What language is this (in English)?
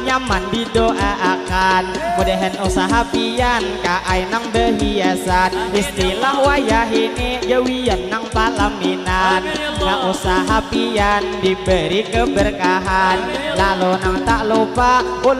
Banjar